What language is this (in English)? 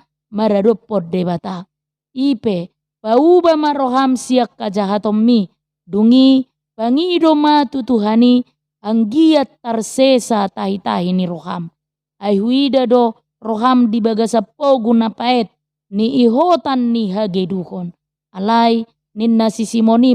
Batak Toba